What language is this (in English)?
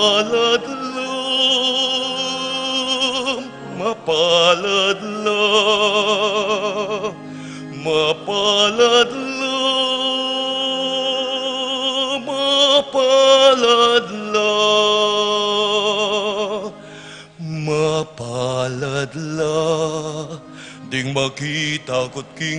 Pampanga